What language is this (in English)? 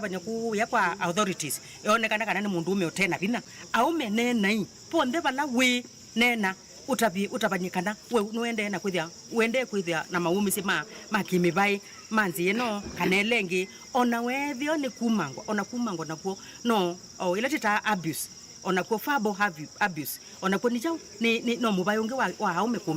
Kamba